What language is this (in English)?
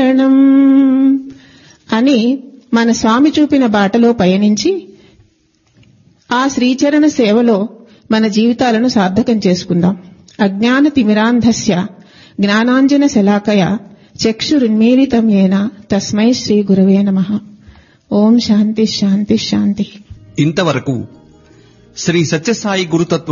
Telugu